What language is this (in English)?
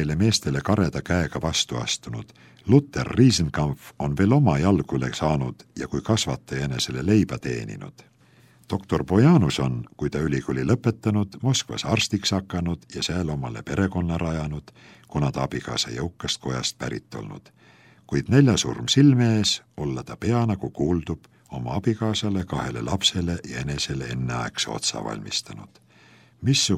Estonian